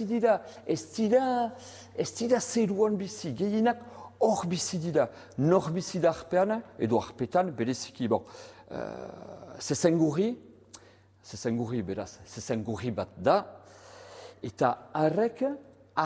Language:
Basque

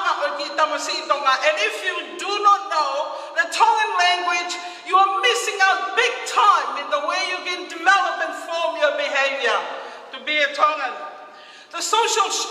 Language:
Tongan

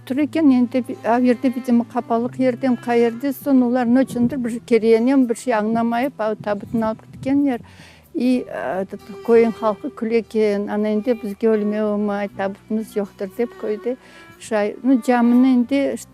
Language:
Crimean Tatar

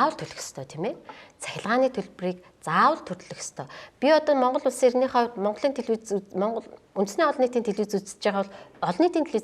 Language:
Mongolian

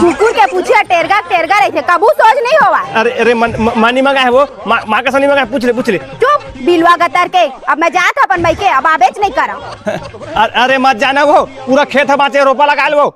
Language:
Chhattisgarhi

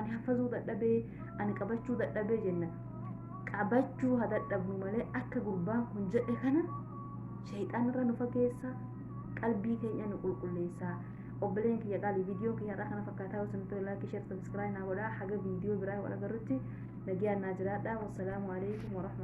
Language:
Oromo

